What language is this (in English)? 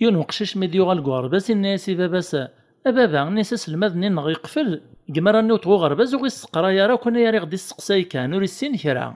Kabyle